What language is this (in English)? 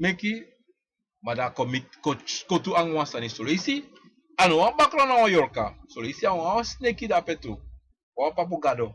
Sranan Tongo